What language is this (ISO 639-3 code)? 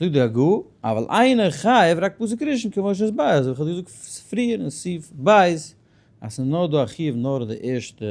yid